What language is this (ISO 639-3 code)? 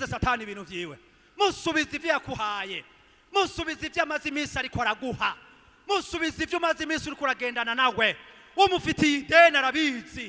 run